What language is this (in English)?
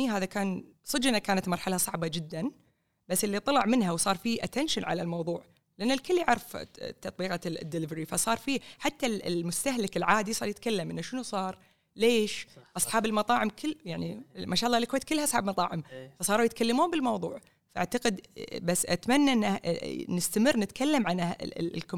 Gulf Arabic